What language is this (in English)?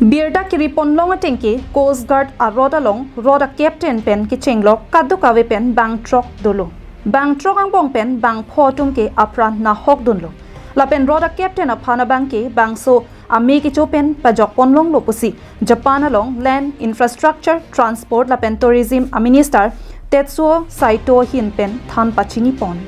Karbi